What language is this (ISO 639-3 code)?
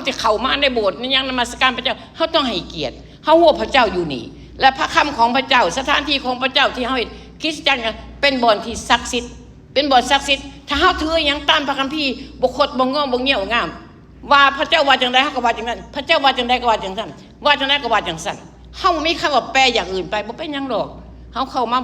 lao